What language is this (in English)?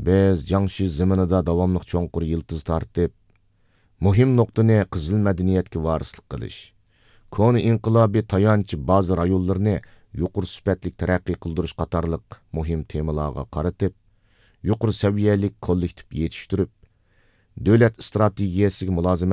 Uyghur